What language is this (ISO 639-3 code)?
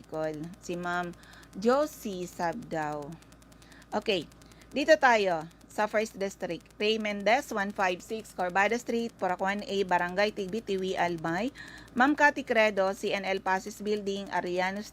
bik